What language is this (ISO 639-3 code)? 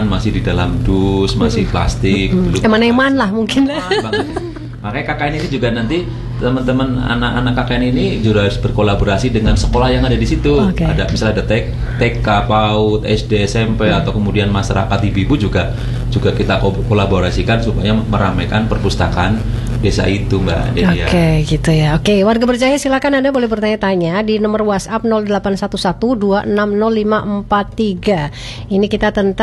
ind